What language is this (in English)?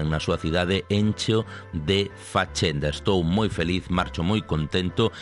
Galician